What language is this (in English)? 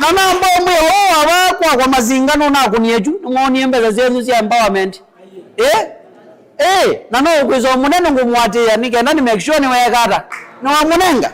Kamba